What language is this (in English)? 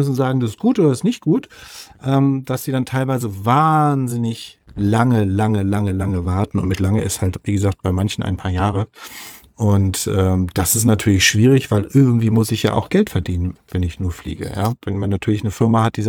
German